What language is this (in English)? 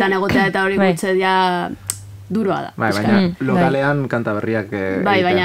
Basque